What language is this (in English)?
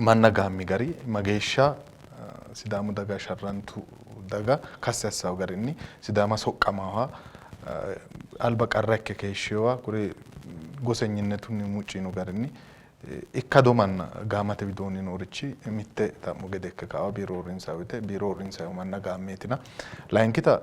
Sidamo